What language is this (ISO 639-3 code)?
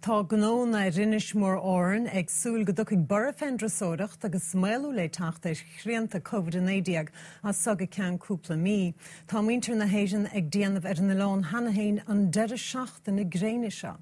gle